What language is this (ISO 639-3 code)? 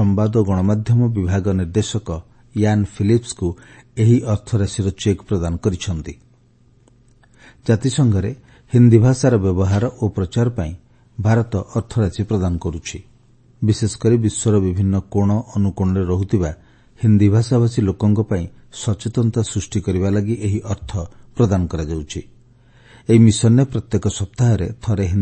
ori